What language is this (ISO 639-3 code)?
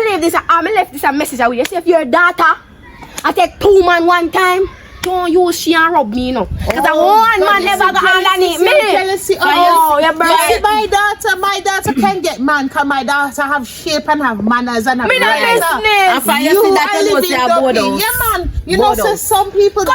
jam